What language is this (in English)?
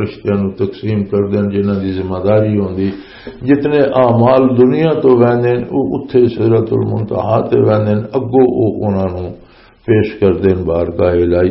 Western Panjabi